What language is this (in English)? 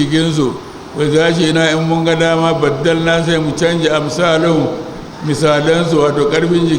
Hausa